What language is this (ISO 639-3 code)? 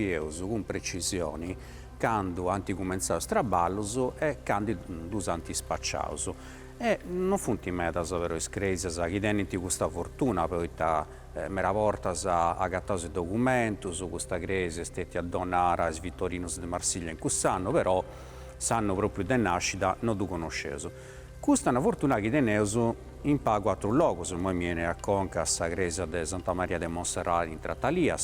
srd